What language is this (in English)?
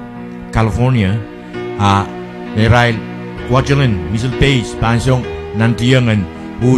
Pohnpeian